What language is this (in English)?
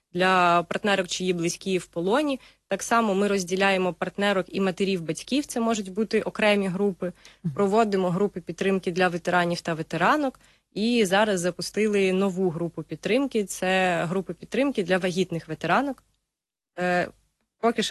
Ukrainian